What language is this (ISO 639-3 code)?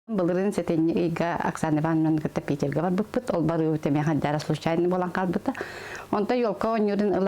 sah